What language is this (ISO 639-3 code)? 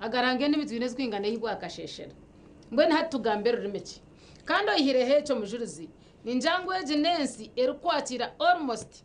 nyn